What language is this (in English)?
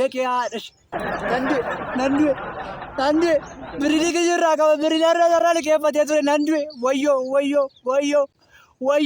Oromo